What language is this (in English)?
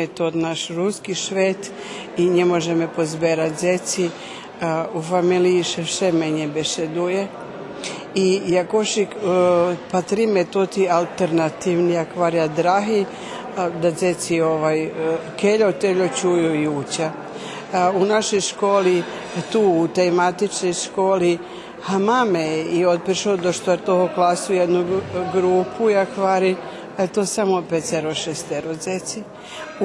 Rusyn